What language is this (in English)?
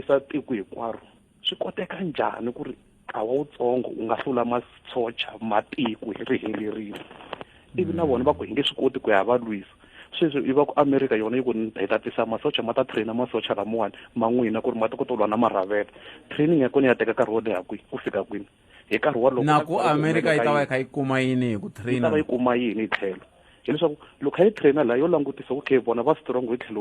Tsonga